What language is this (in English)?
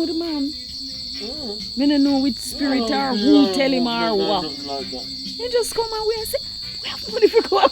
Jamaican Creole English